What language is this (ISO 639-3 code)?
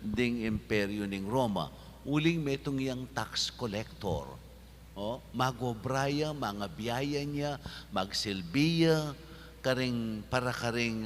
pam